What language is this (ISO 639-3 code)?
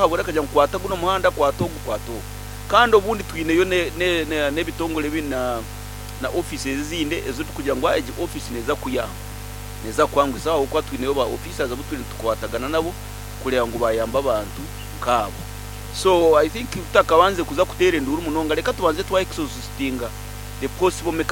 nyo